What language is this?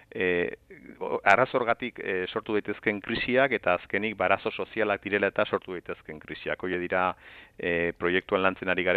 Basque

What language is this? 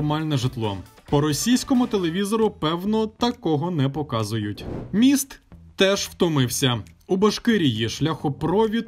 Ukrainian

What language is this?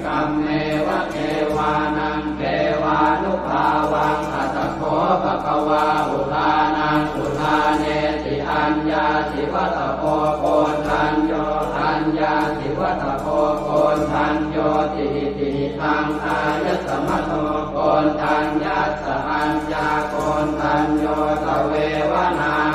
Pali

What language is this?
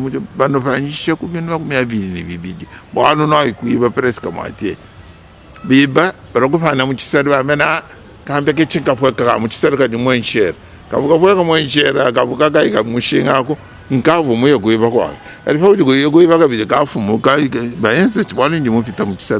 Luba-Lulua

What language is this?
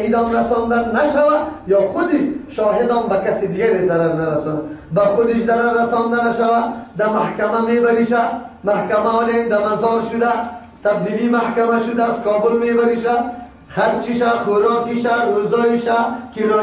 Persian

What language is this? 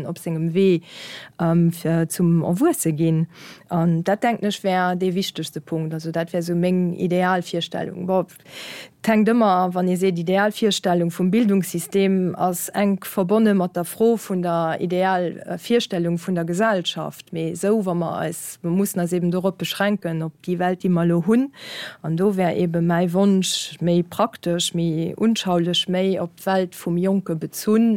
Luxembourgish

